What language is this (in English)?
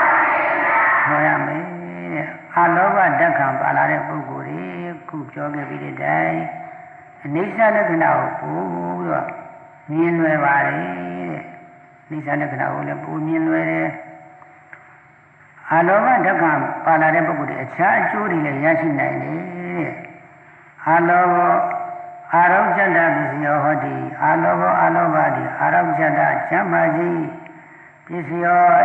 Burmese